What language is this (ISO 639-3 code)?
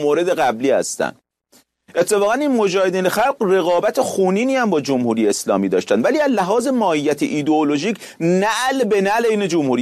fas